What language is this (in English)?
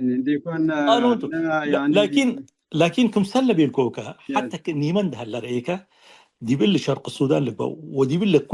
Tigre